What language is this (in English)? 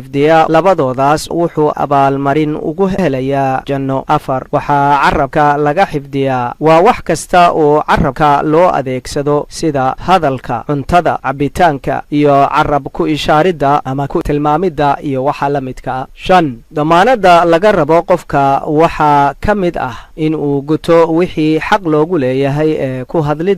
Somali